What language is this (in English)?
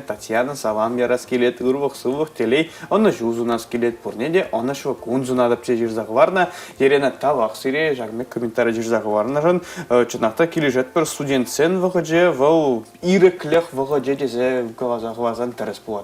Chuvash